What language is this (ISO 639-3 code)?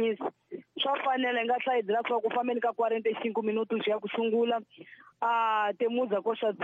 tso